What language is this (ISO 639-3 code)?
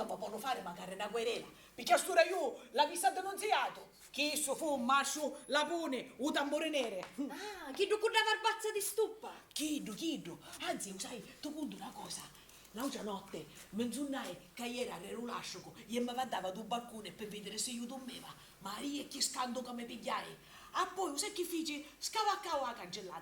scn